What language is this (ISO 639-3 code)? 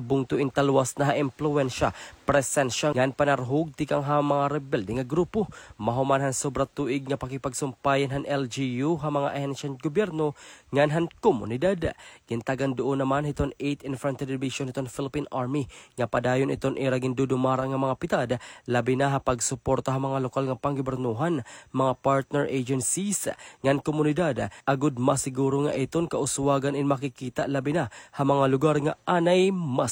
war